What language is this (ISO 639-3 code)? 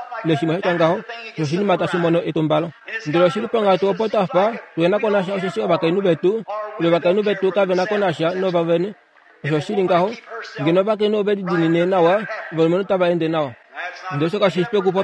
kua